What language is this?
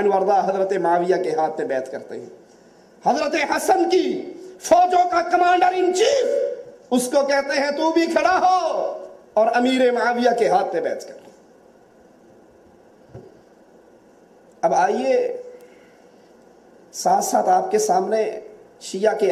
Urdu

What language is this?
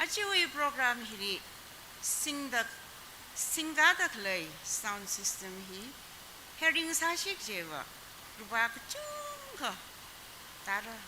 Tangkhul Naga (India)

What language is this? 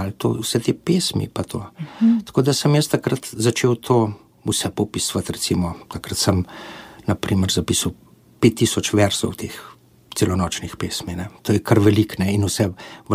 Slovenian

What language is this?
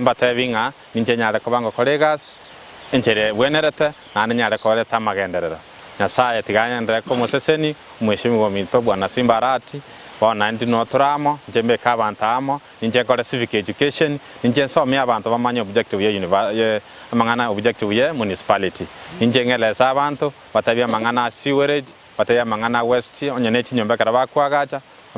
Gusii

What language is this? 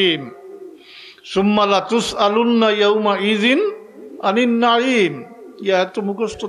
Sylheti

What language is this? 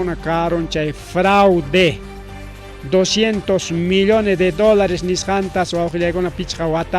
Ayacucho Quechua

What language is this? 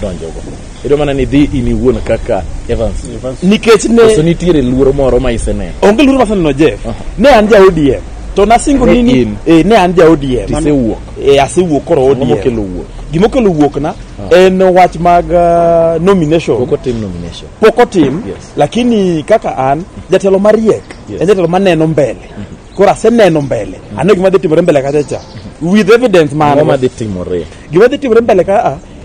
Luo (Kenya and Tanzania)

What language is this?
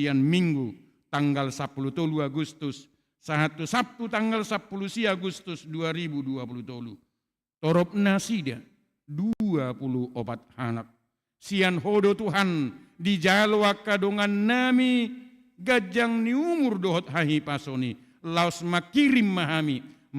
Batak Toba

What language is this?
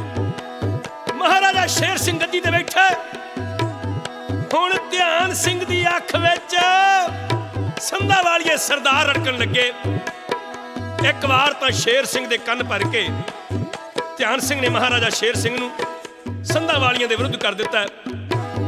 Punjabi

